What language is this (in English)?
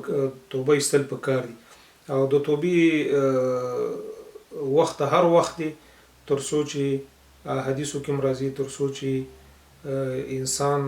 Pashto